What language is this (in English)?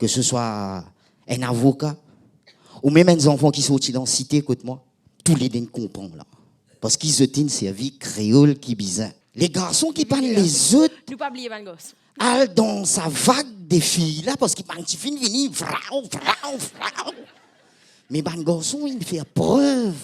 Morisyen